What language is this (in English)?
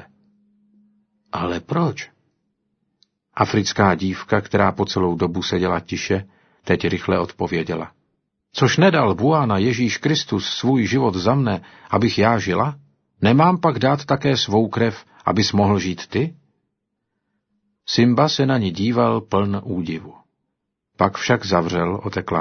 Czech